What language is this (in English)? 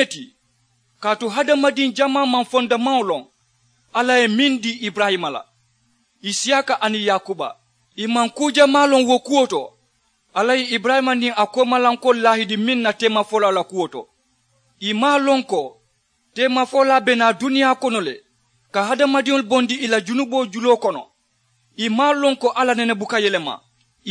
Mandingo